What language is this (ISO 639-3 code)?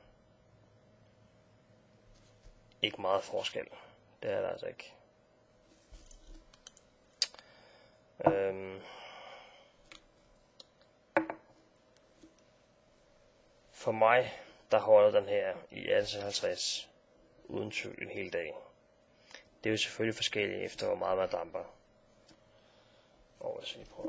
dan